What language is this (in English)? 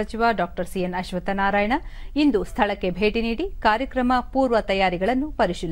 Kannada